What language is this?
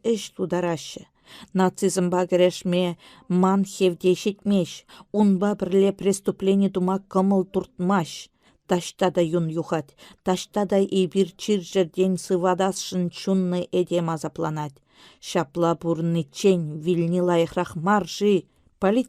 Chuvash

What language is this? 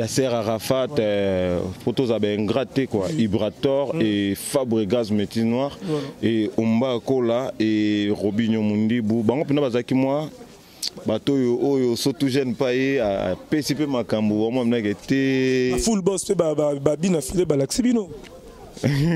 Lingala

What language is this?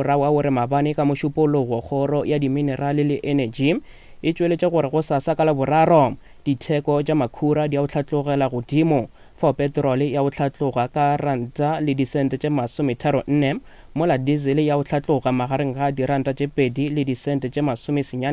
Northern Sotho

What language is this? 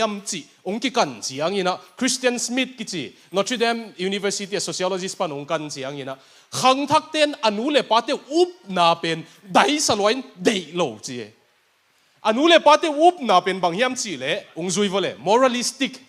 Tedim Chin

